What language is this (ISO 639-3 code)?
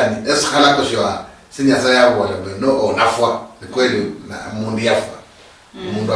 luy